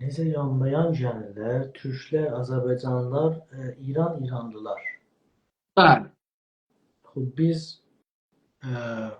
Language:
South Azerbaijani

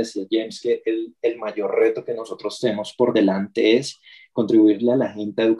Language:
Spanish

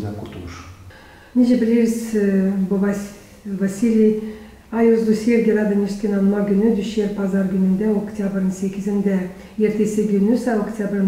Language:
Gagauz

